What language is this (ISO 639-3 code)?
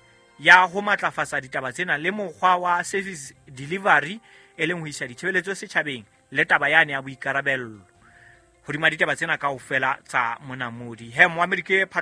sot